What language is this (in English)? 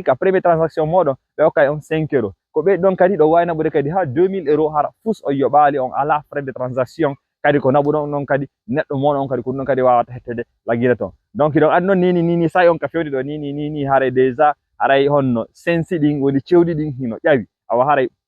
Fula